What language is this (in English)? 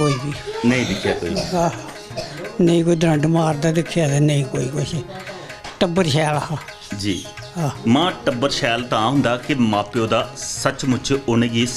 Dogri